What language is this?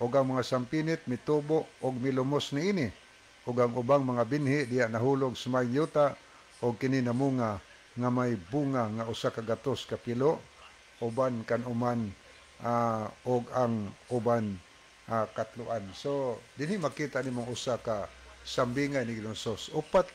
Cebuano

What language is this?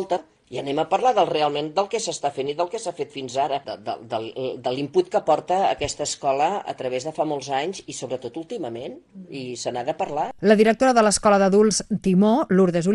Catalan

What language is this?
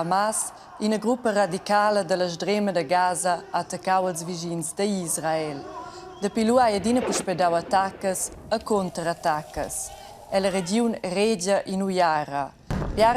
Romansh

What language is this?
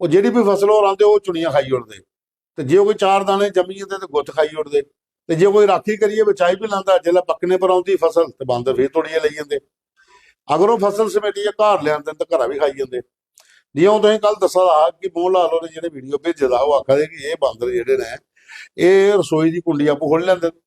Dogri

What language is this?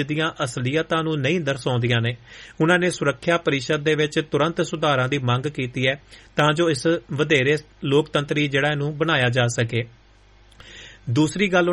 Punjabi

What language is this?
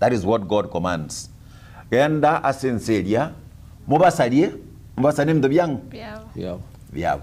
Gusii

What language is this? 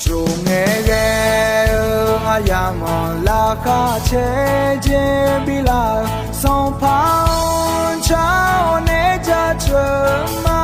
Akha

